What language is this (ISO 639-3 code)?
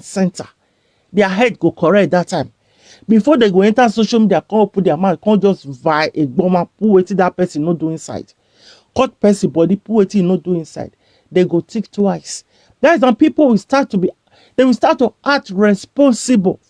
pcm